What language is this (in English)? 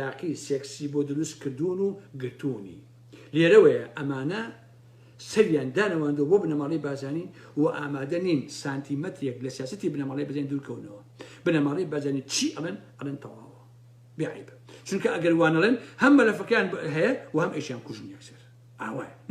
Central Kurdish